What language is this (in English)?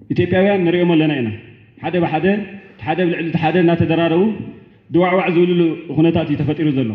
Tigrinya